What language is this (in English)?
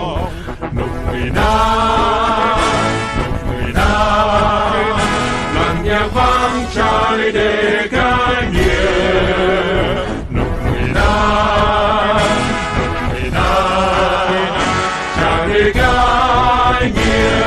Rade